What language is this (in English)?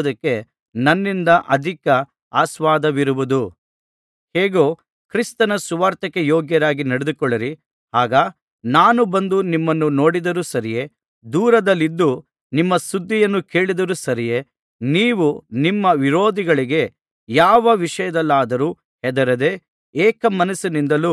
Kannada